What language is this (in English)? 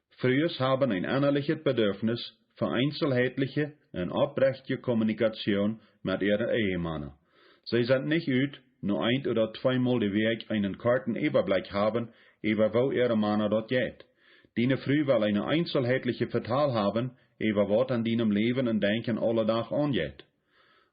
Plautdietsch